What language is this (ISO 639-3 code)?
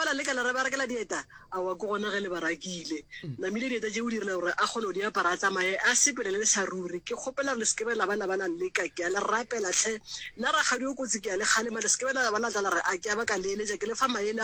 nso